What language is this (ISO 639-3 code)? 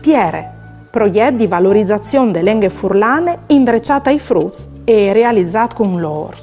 fur